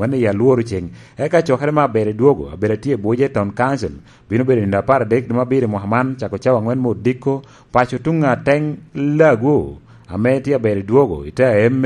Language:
Lango (Uganda)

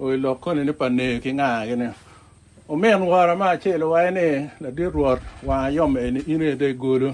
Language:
Acoli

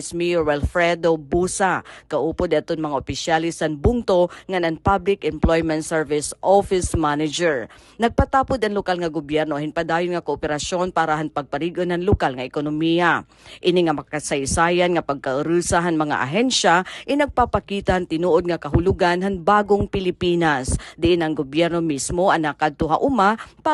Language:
Waray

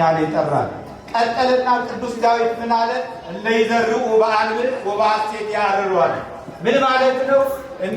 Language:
Amharic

